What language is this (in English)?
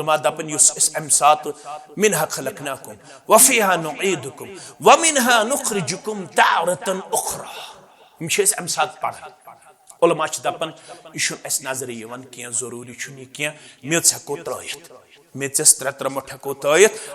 Kashmiri